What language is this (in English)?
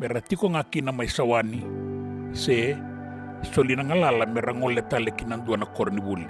Fijian